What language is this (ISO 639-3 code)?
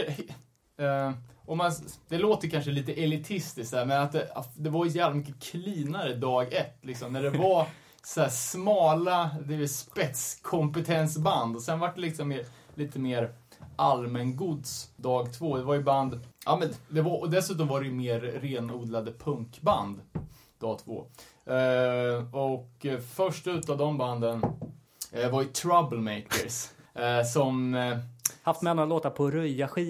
swe